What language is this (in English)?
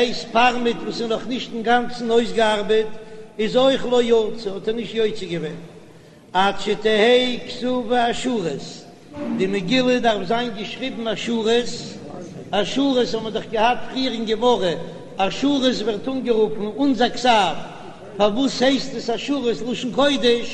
Yiddish